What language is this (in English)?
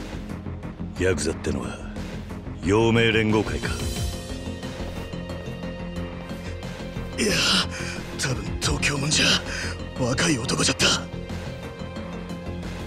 Japanese